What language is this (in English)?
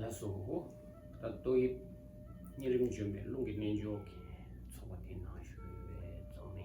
Tibetan